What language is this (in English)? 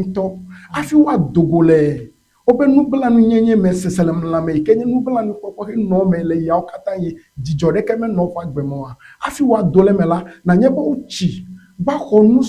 Ewe